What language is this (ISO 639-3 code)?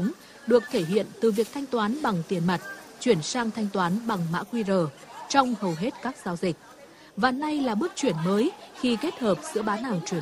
vie